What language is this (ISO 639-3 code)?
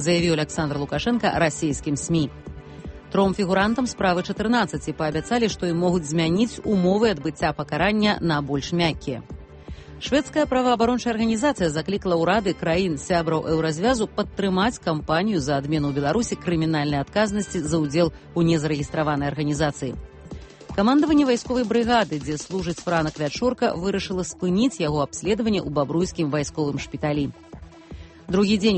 bel